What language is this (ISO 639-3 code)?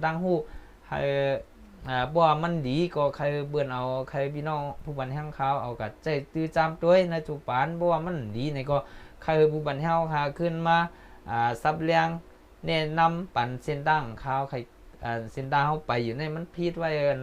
shn